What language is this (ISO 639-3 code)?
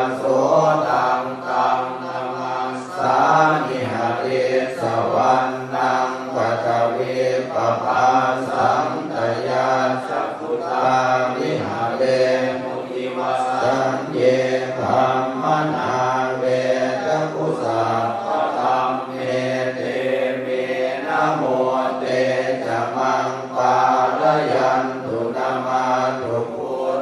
pli